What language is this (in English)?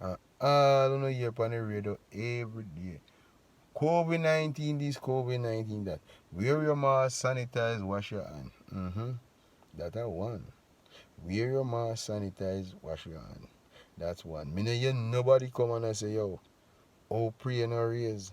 Jamaican Creole English